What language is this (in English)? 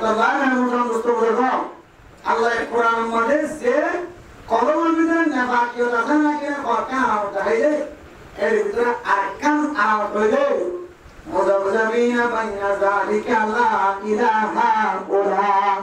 Rohingya